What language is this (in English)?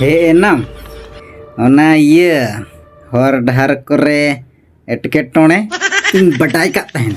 Santali